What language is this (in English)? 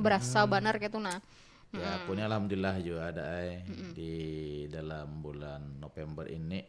Banjar